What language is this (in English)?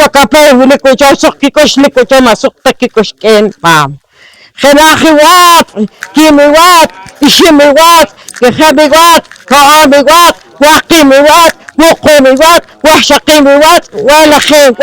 Poqomchi'